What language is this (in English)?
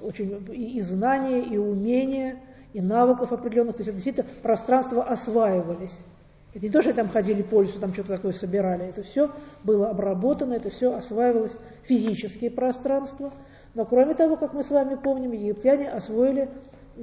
Russian